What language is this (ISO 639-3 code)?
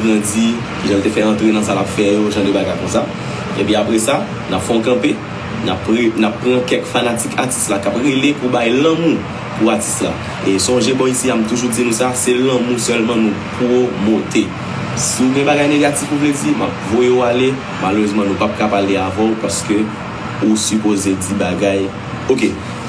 hat